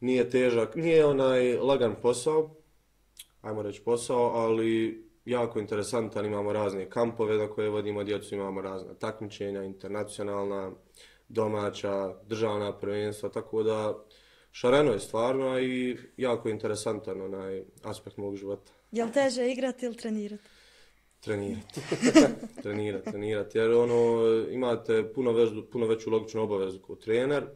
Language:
Bosnian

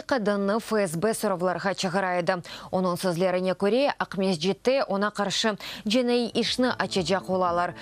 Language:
Crimean Tatar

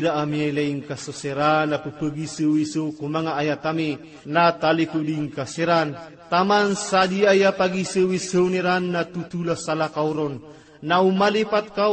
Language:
Maranao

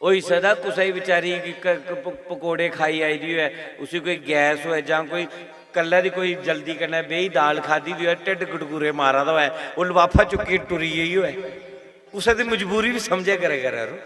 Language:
Dogri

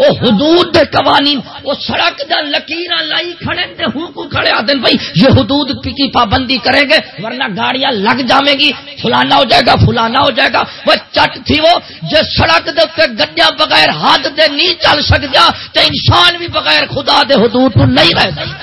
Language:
Saraiki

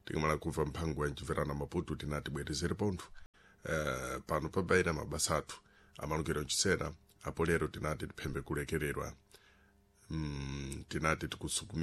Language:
Sena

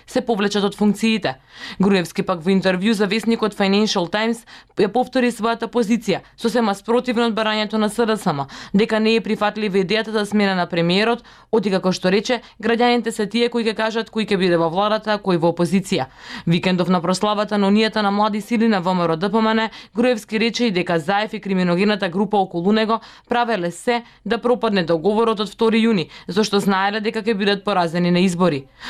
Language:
Macedonian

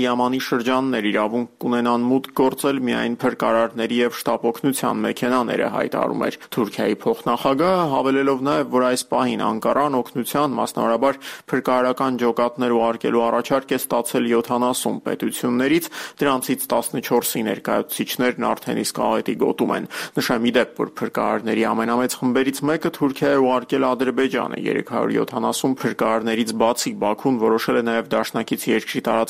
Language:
Armenian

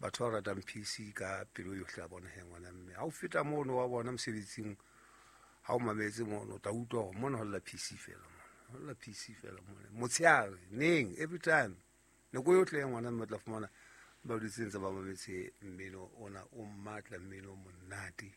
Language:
Southern Sotho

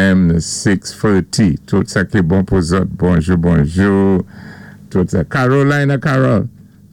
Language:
Saint Lucian Creole French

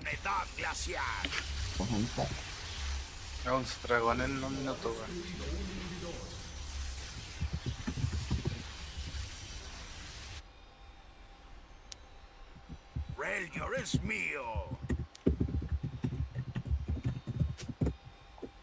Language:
Spanish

